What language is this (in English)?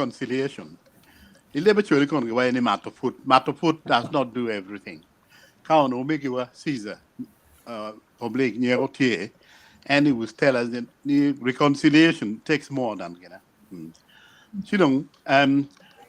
Acoli